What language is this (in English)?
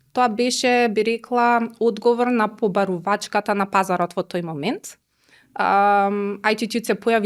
Macedonian